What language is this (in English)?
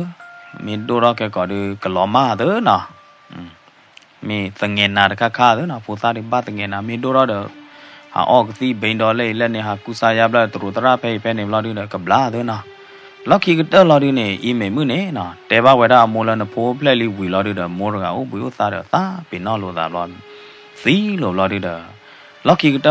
S'gaw Karen